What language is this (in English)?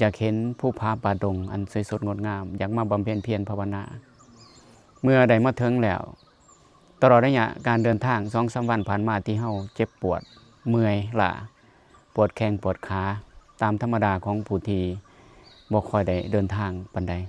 Lao